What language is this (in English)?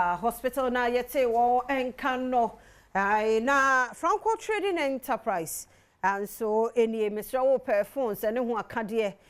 Akan